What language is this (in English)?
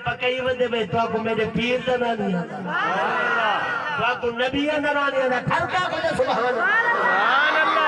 Saraiki